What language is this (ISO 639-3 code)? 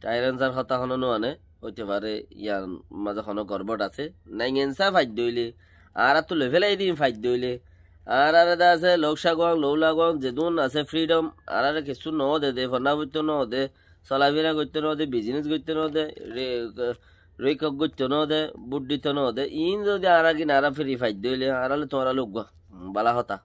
rhg